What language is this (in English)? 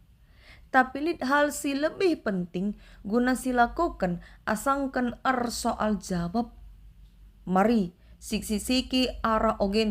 Batak Karo